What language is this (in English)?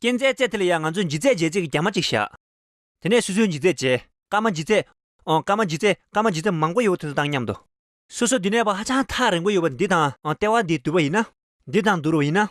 Tibetan